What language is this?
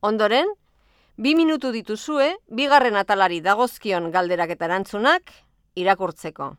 Basque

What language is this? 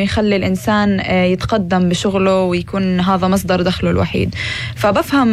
North Levantine Arabic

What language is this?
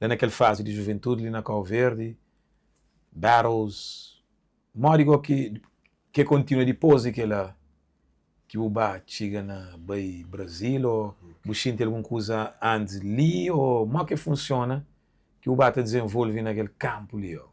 Kabuverdianu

